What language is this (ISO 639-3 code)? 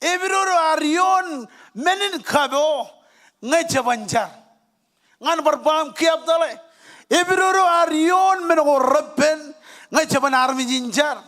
mah